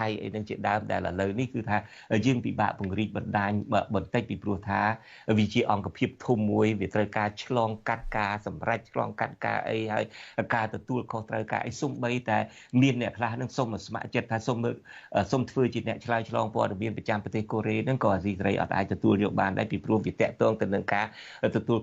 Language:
Khmer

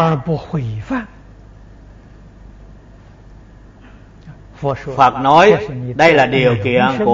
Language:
Vietnamese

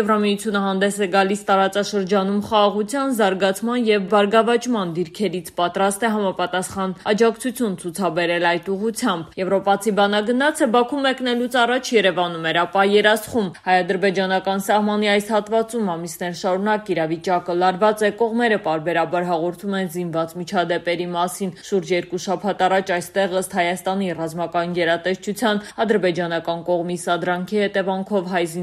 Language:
Armenian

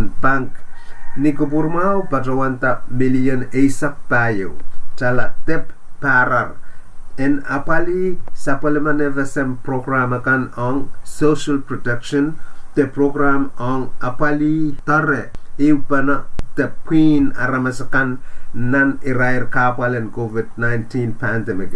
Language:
Pohnpeian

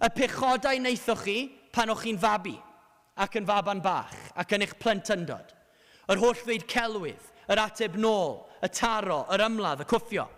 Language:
Welsh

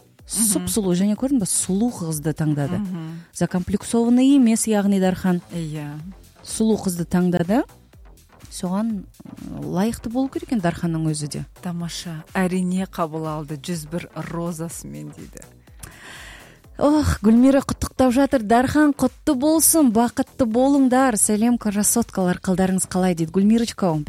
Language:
Kazakh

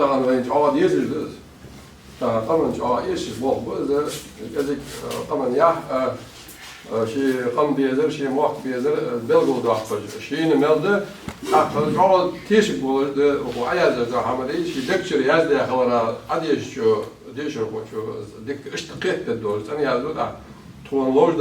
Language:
Ingush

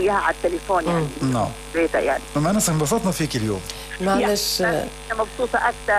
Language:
North Levantine Arabic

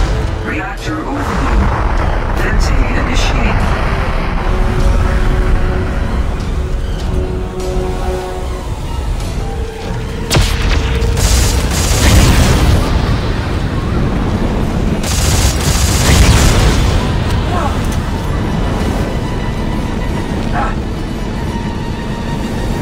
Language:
English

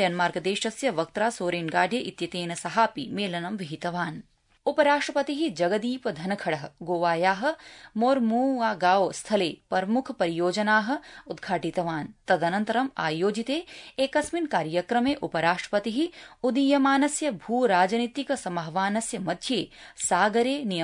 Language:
Sanskrit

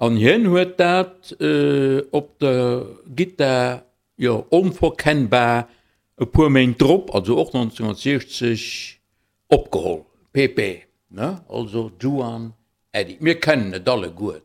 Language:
Luxembourgish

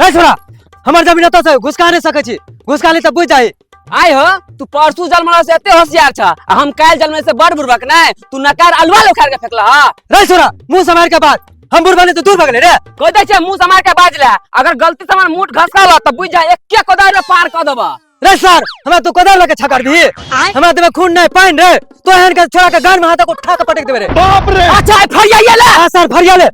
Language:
Maithili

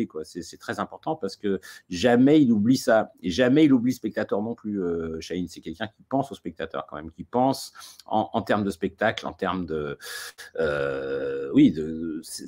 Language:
French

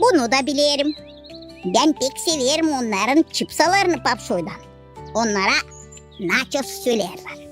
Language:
Gagauz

